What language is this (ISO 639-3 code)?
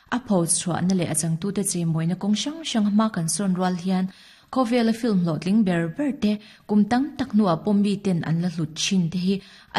lus